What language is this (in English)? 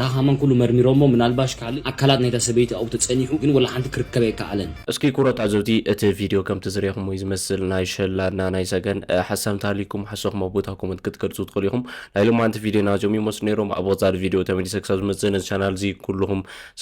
Tigrinya